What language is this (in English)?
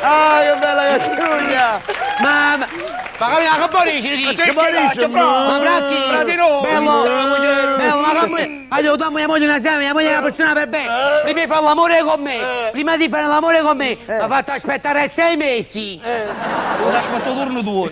Neapolitan